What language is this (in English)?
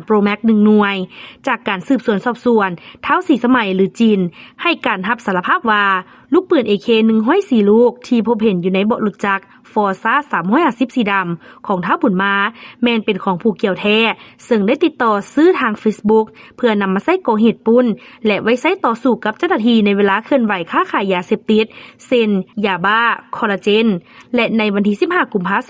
Lao